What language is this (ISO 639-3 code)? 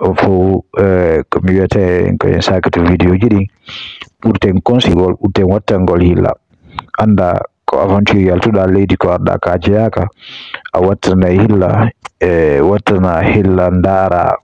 ful